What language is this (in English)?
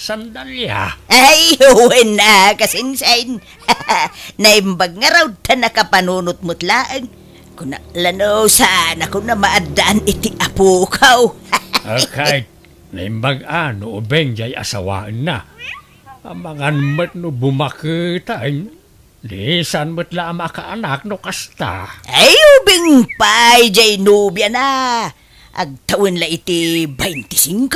Iloko